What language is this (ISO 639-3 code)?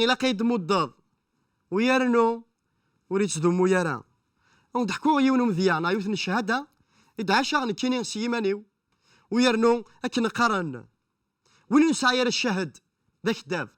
kab